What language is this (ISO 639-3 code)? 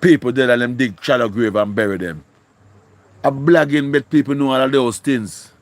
jam